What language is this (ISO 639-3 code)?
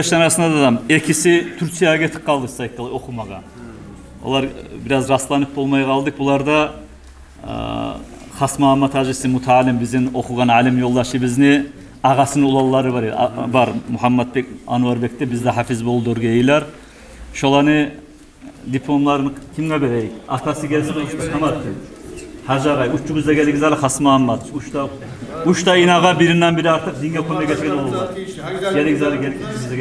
kum